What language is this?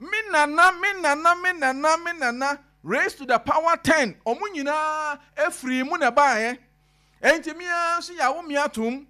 Akan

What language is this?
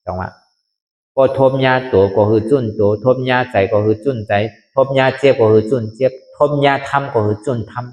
Shan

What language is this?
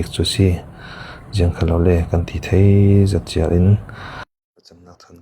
Hakha Chin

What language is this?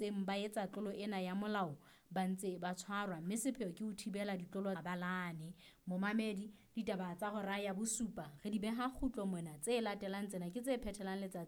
Southern Sotho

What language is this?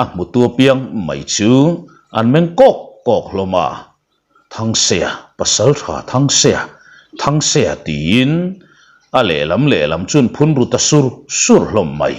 Mizo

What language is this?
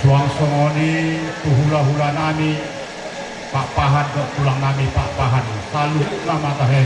Batak Toba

